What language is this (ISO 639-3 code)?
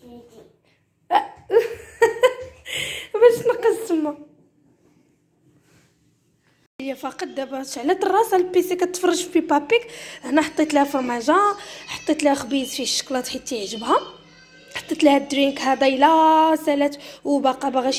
ary